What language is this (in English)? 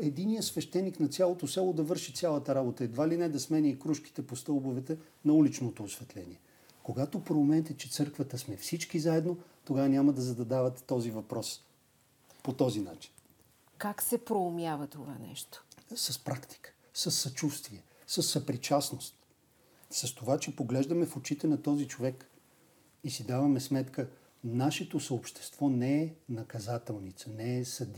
Bulgarian